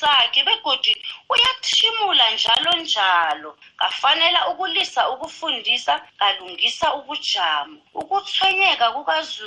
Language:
South Ndebele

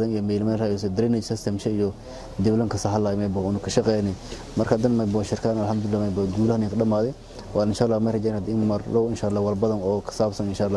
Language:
Somali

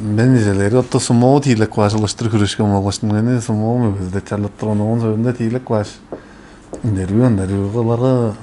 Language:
Tuvinian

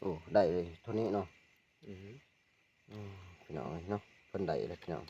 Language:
Northeastern Thai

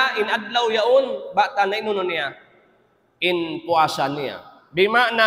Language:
Tausug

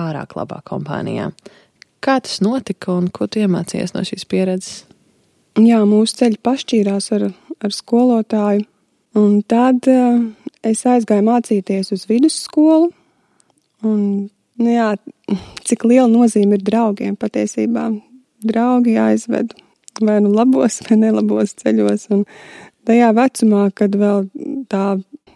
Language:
Latvian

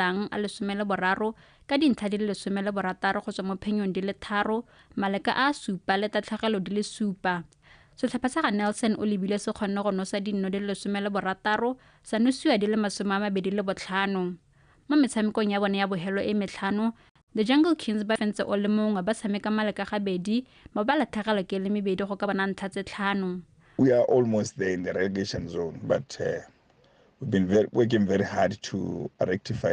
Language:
Tswana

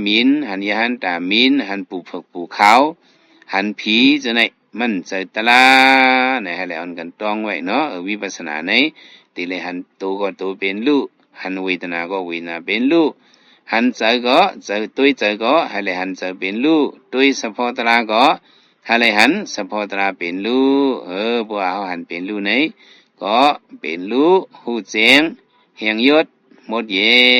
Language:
Shan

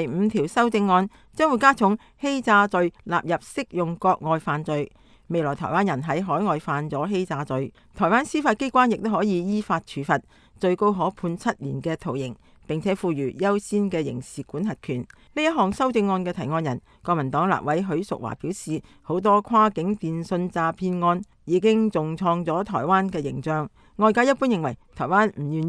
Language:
Cantonese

